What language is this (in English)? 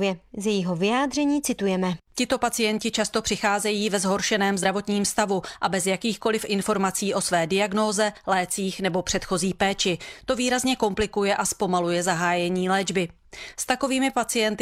Czech